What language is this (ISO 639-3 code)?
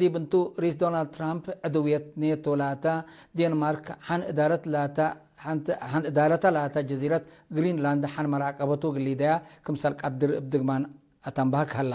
tig